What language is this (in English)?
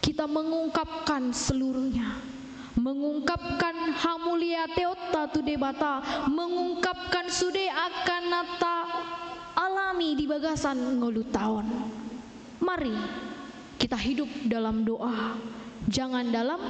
Batak Toba